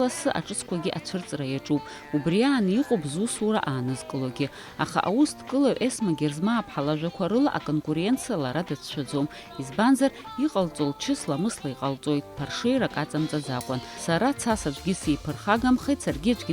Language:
Abkhazian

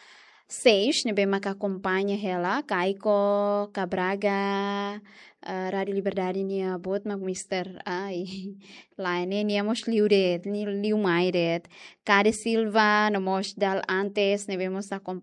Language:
Tetum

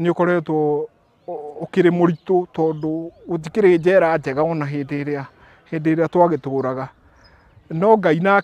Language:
Kikuyu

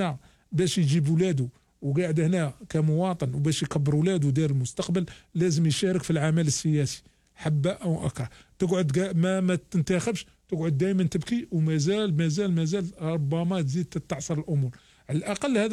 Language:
Algerian Arabic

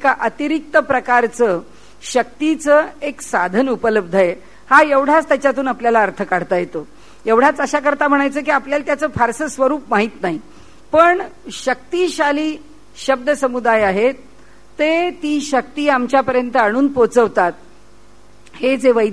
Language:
Marathi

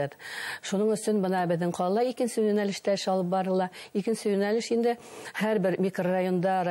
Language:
Bashkir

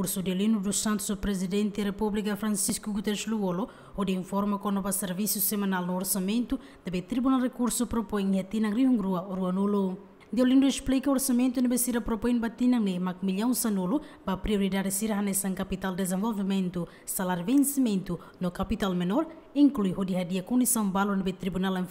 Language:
Tetum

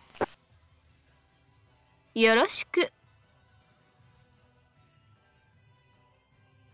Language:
Japanese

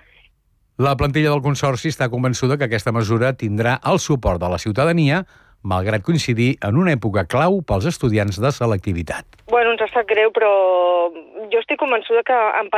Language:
Catalan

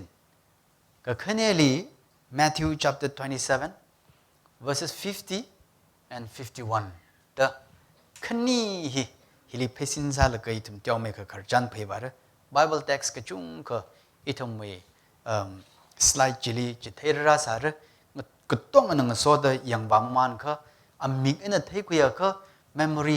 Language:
Tangkhul Naga (India)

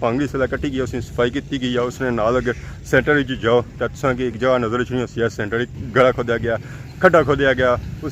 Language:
Pahari-Potwari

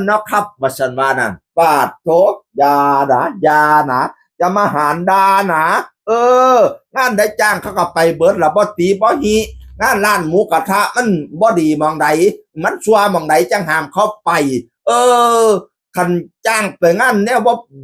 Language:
Northeastern Thai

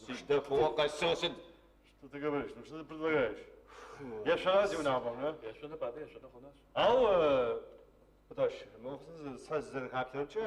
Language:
Adyghe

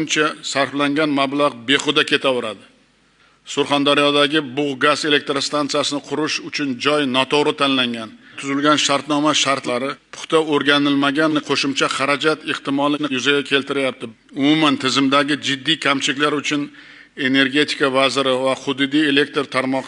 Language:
Uzbek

